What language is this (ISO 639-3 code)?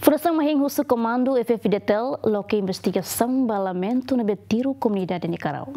tet